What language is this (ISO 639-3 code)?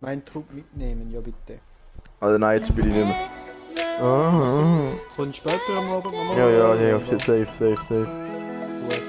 gsw